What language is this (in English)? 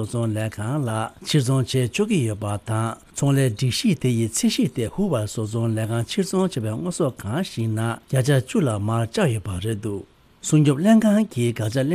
Tibetan